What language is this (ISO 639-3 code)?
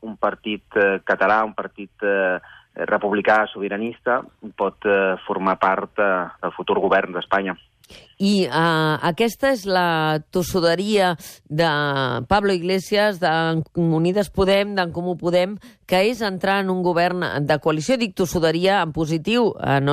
cat